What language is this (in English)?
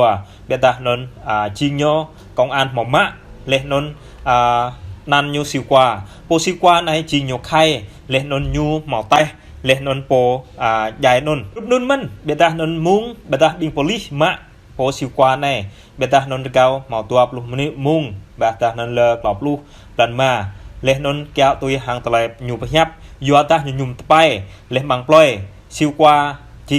Jarai